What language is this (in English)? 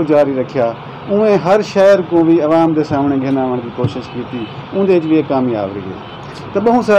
Saraiki